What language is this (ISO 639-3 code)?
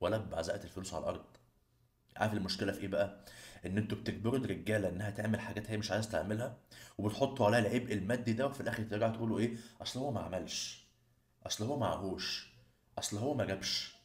arz